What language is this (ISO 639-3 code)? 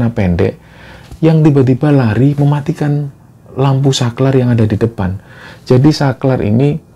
ind